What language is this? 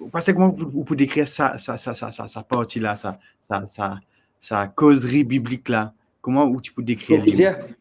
Morisyen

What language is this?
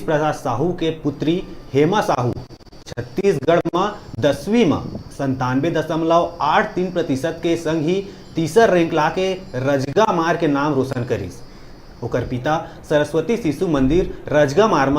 Chhattisgarhi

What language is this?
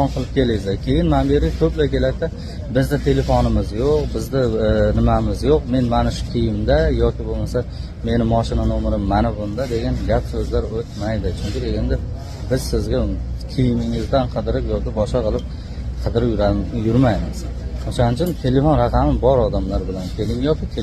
Uzbek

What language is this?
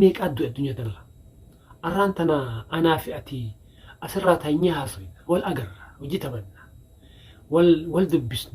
Oromo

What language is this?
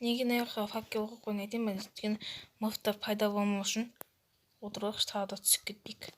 Kazakh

